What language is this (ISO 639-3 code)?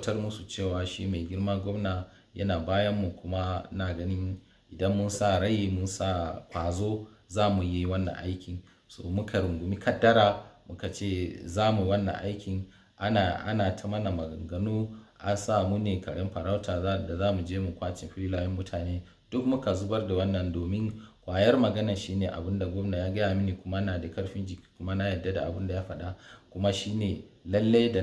hau